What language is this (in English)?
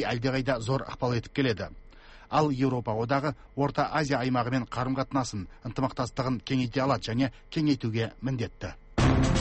Kazakh